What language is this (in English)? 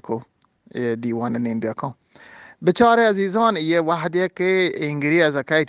Eastern Balochi